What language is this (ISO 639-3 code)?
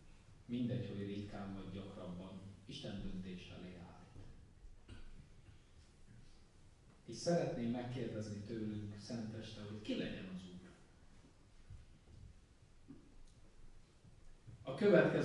hun